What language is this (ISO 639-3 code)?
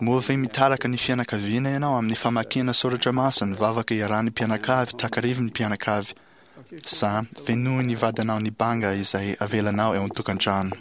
mlg